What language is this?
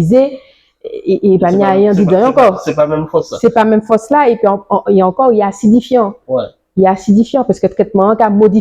Guadeloupean Creole French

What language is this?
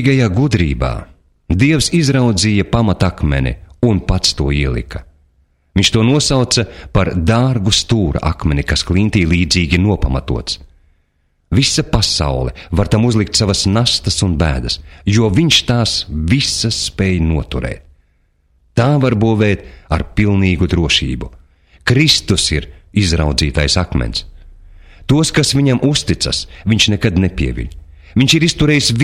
Latvian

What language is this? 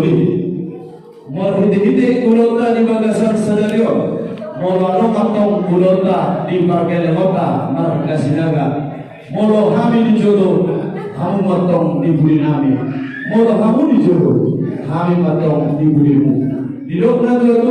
Batak Toba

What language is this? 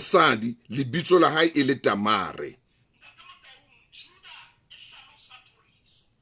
Southern Sotho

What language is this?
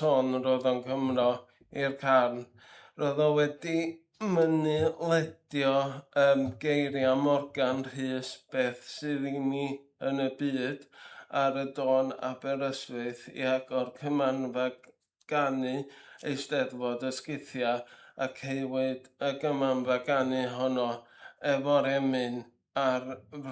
Welsh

